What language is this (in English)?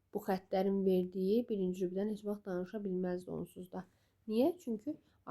Azerbaijani